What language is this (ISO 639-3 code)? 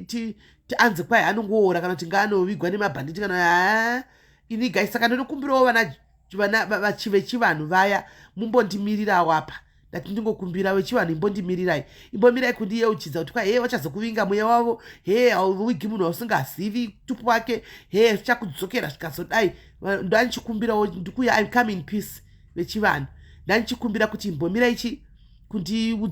sna